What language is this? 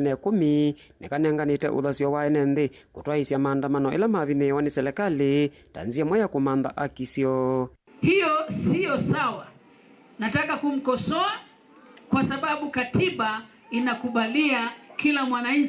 Kamba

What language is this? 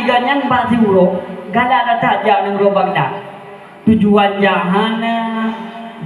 Achinese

